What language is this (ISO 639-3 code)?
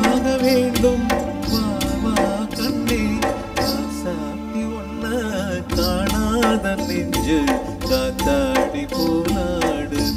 tam